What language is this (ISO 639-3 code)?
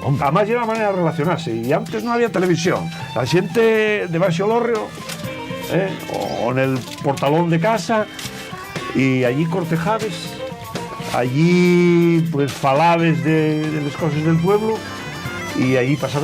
ast